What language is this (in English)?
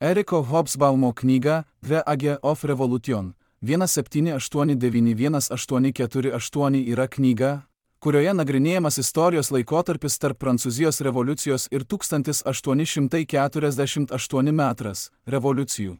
Lithuanian